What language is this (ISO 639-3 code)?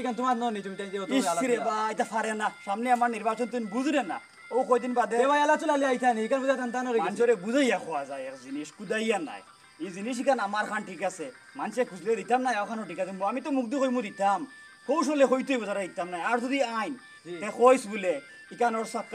syl